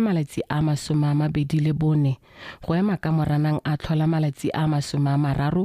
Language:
Tswana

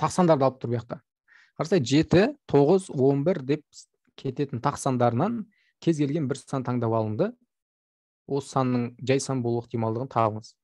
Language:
Kazakh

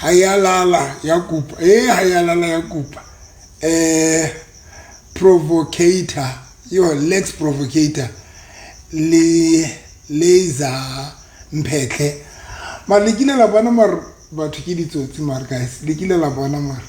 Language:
Southern Sotho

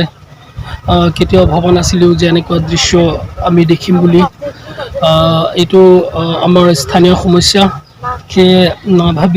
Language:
Assamese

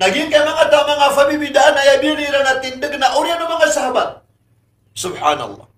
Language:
Maranao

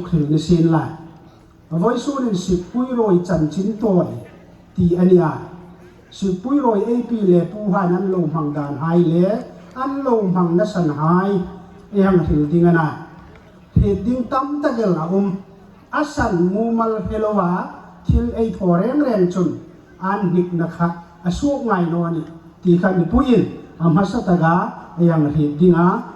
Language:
Hmar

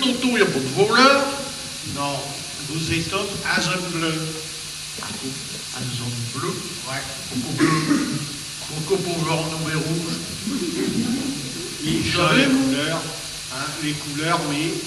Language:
Picard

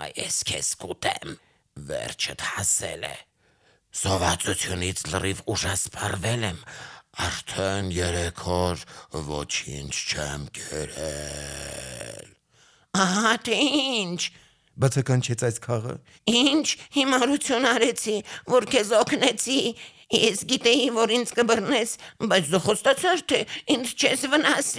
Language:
Armenian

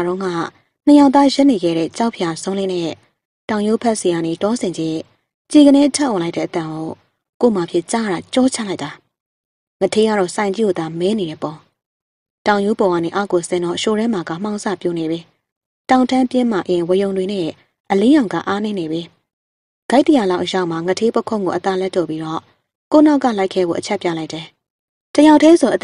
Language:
Burmese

